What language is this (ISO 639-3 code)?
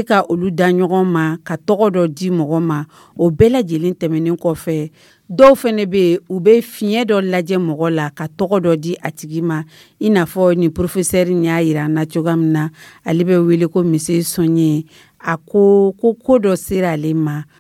dyu